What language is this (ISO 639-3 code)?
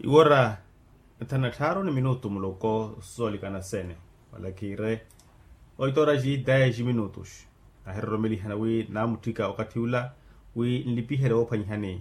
vmw